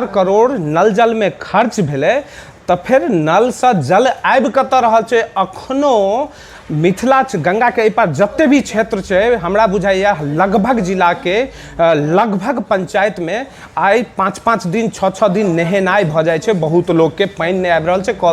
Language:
Maithili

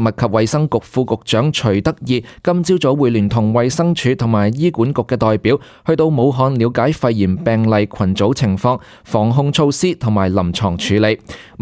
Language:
Cantonese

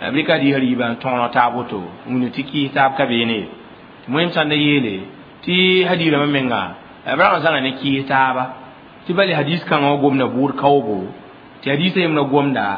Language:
Mossi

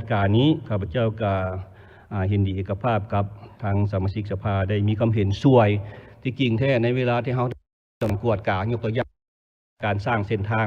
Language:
Lao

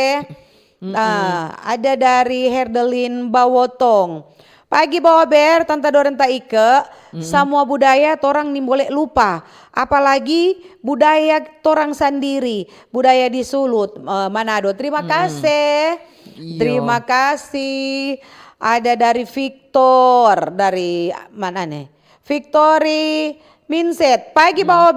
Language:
Manado Malay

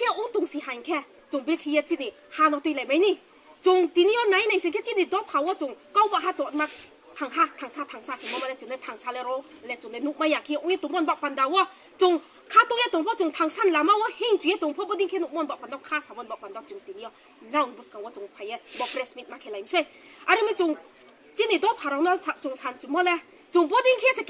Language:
Riang (India)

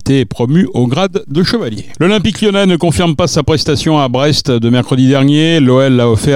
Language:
French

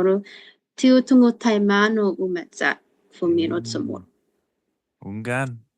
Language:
Chamorro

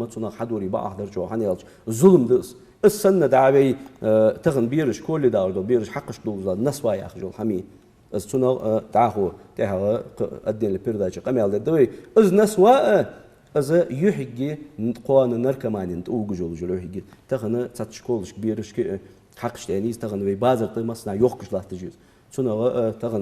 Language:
Ingush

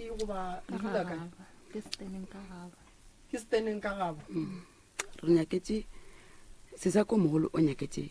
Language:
Northern Sotho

